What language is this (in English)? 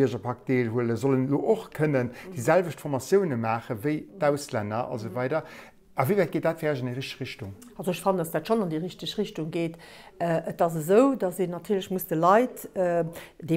Luxembourgish